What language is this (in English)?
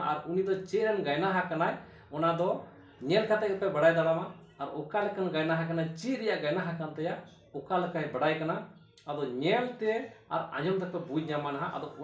Santali